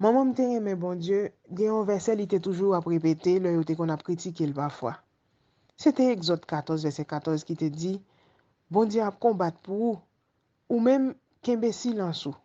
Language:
Haitian Creole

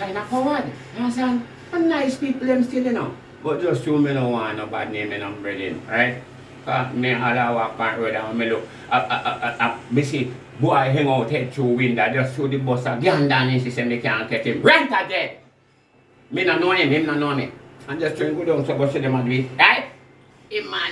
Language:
Jamaican Creole English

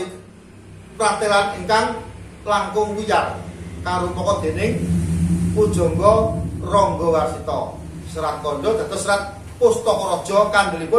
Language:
Javanese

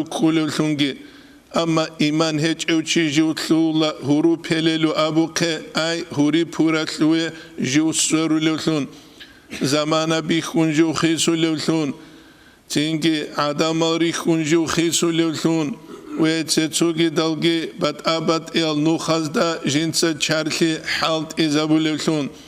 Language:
Avaric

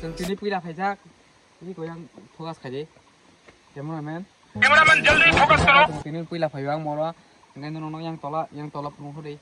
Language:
Kok Borok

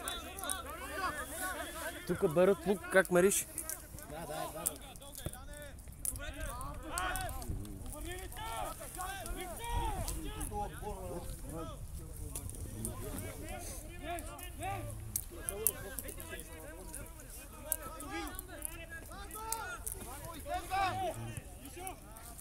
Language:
Bulgarian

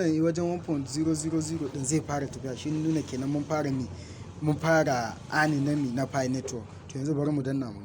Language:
Hausa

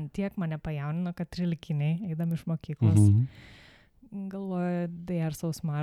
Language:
Lithuanian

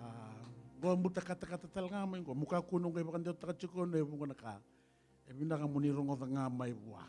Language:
Fijian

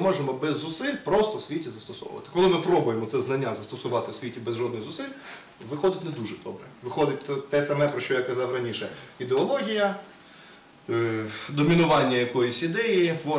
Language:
Ukrainian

